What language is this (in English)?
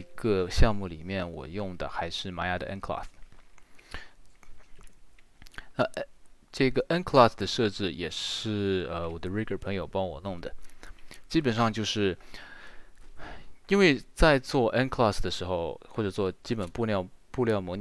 Chinese